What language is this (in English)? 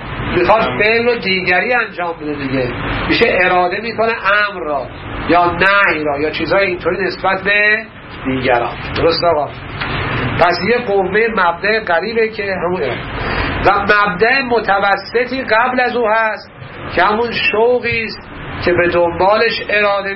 Persian